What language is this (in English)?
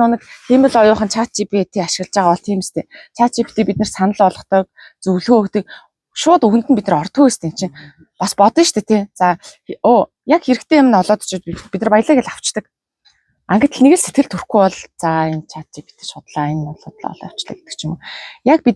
Mongolian